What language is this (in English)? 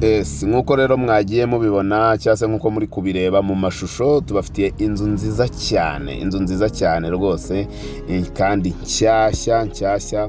Kinyarwanda